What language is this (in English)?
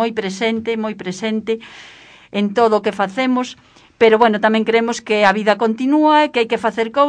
Galician